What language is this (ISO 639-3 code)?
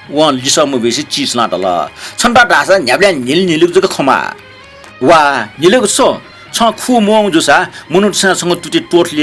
new